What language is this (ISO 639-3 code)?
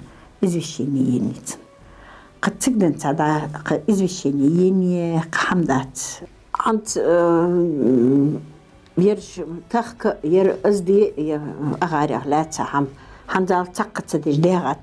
inh